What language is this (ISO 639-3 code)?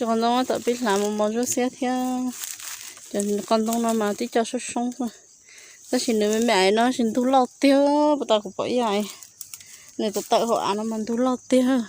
hmn